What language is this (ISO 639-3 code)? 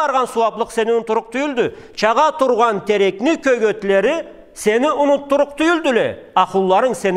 krc